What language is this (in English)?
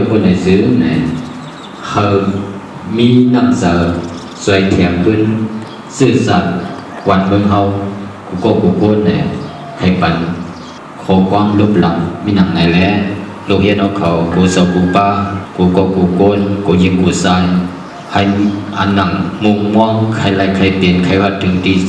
Shan